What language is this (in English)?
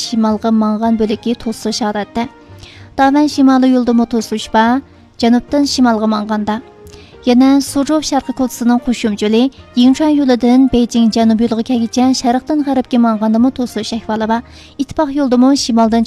Uyghur